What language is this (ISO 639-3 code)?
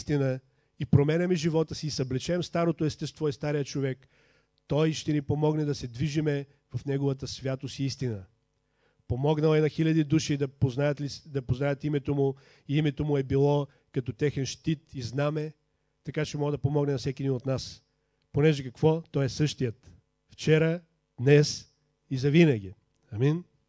bul